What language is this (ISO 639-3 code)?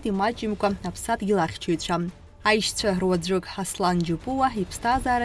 abk